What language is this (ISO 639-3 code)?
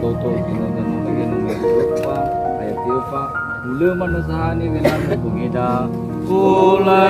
nia